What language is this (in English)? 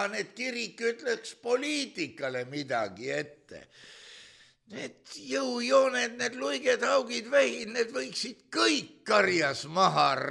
Estonian